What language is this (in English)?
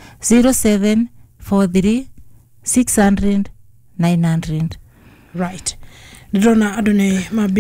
Kikuyu